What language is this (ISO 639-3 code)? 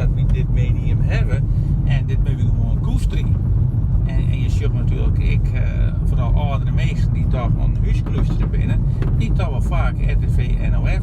fry